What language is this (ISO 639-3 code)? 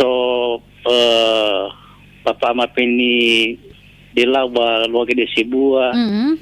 nia